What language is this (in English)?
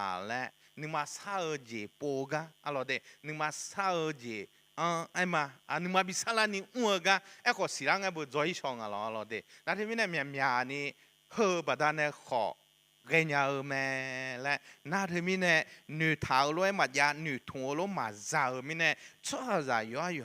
Akha